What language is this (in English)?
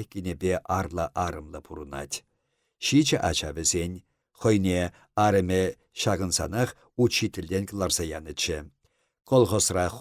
Chuvash